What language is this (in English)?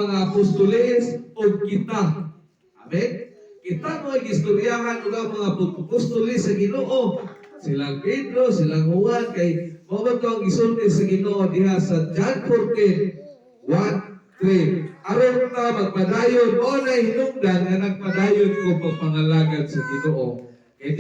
Cebuano